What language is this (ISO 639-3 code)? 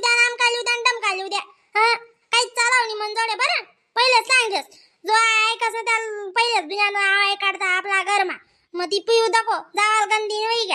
khn